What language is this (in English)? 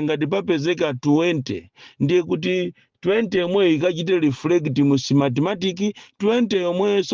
Nyanja